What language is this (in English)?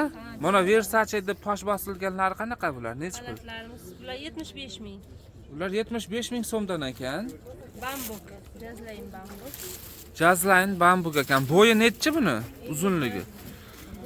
Uzbek